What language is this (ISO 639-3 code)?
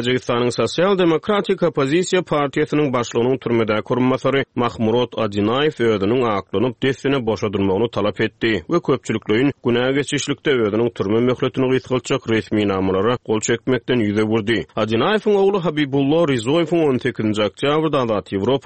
tuk